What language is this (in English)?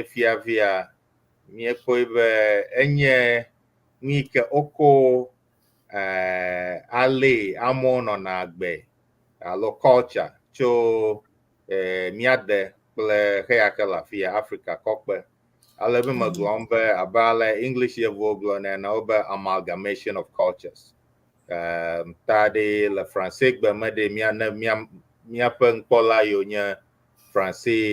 Ewe